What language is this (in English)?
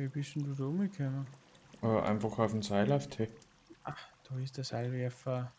Bavarian